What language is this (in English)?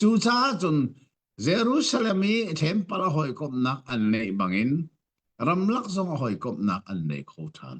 Hakha Chin